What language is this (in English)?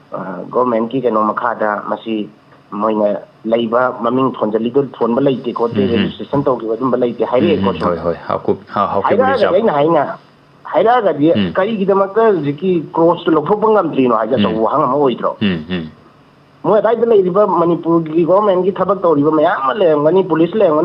Manipuri